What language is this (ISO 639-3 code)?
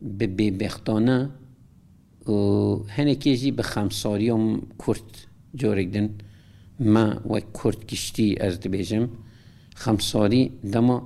kur